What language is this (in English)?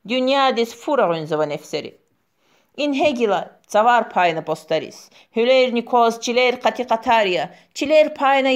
Lezghian